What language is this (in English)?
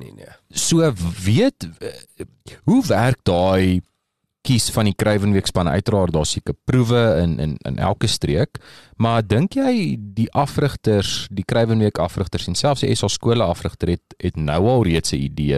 Afrikaans